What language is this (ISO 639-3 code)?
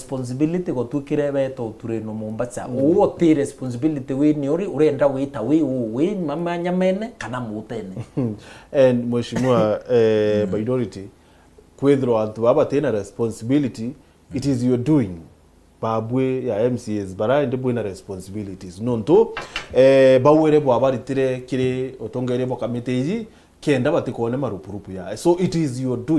mer